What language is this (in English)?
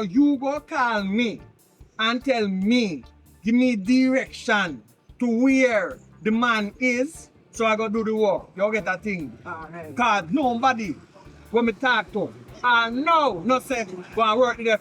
Jamaican Creole English